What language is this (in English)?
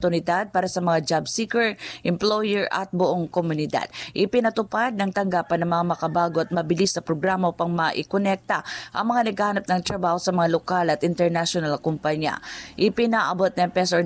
Filipino